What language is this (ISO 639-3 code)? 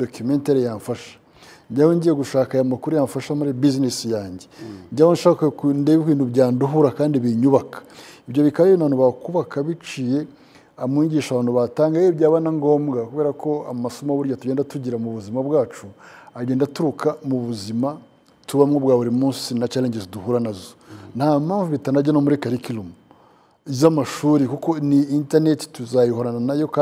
kin